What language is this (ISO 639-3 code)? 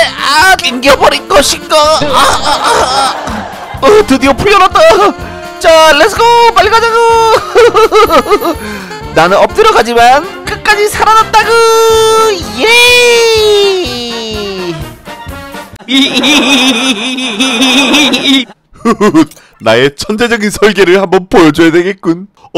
kor